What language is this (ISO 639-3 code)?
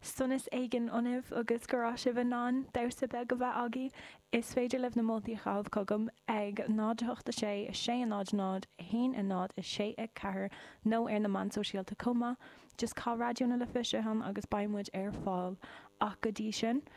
gle